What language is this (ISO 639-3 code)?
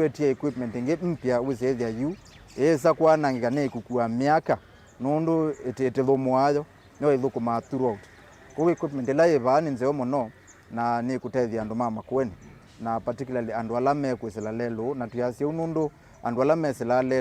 kam